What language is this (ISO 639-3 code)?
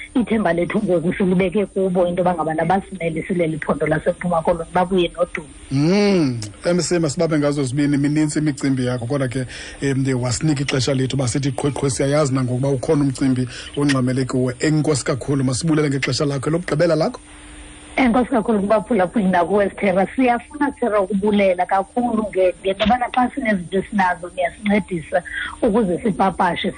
xho